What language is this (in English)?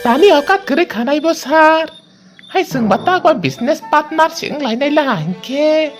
Kok Borok